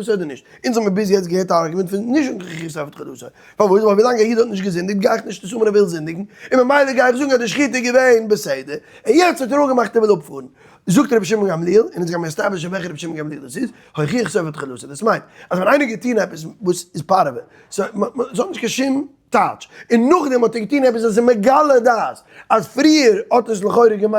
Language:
Yiddish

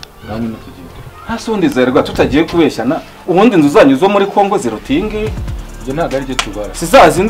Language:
Kinyarwanda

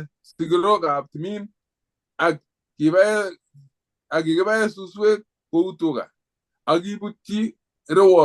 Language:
Kalenjin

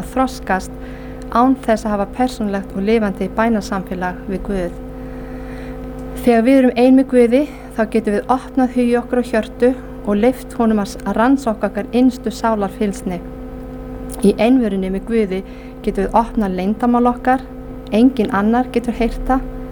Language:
Icelandic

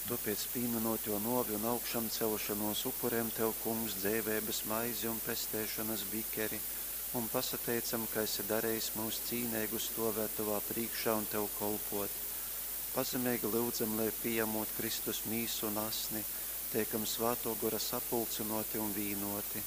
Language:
Latgalian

